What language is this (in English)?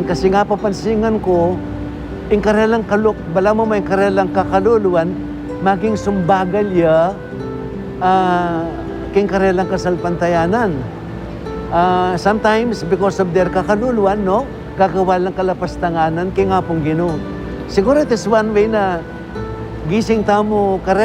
Pampanga